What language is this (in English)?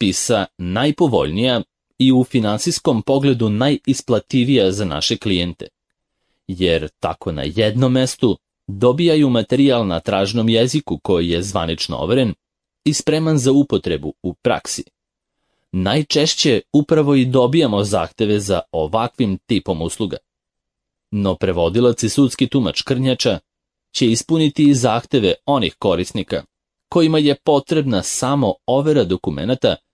Serbian